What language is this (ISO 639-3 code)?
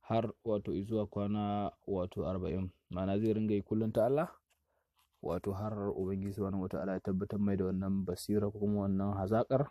hau